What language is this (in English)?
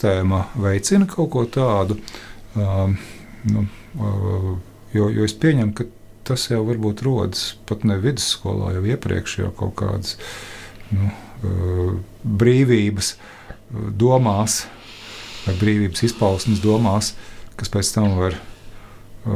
Latvian